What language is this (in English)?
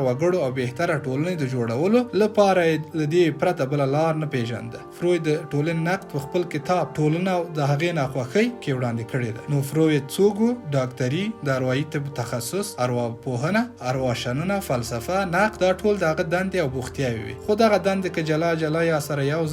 Pashto